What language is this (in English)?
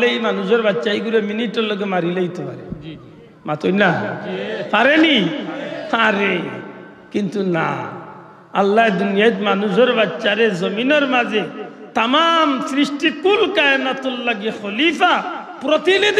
Sylheti